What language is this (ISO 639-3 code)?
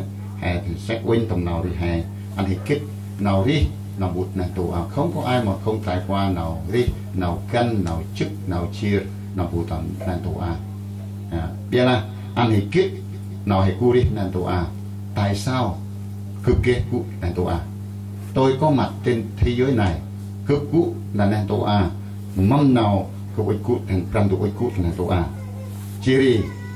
cmo